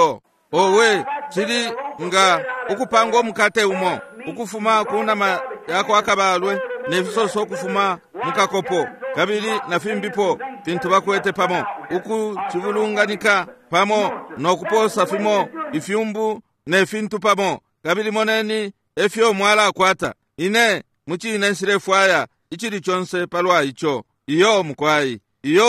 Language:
Bemba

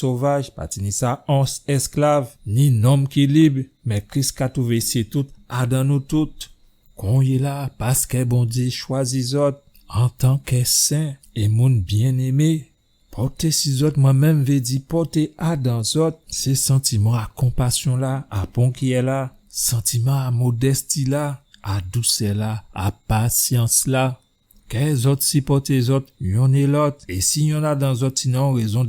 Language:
Guadeloupean Creole French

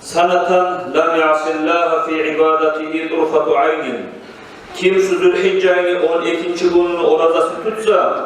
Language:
Kumyk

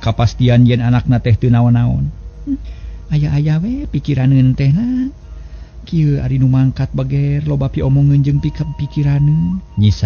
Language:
Sundanese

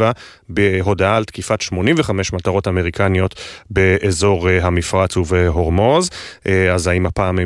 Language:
Hebrew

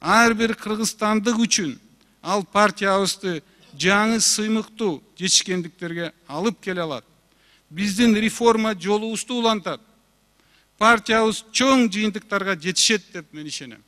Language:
Kyrgyz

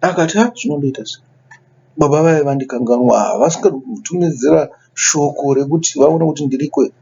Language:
Shona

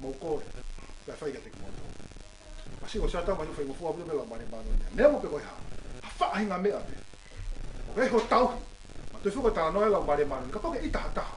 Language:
Tongan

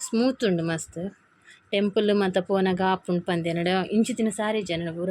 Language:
Tulu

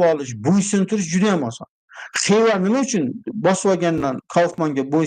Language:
Uzbek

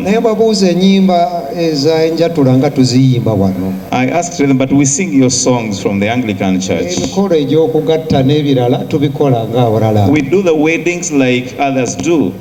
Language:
Ganda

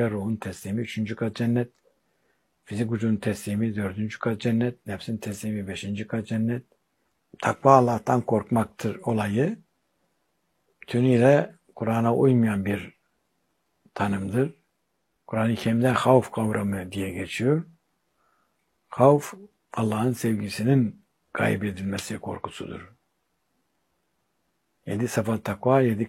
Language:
Turkish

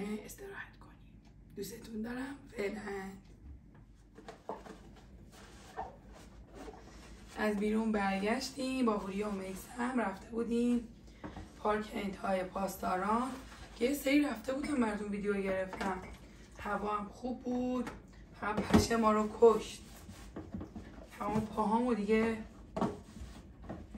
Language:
Persian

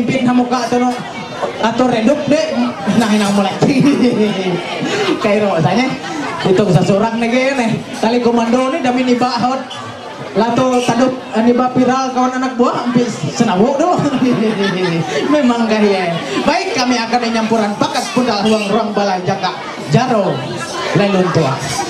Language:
Ma'anyan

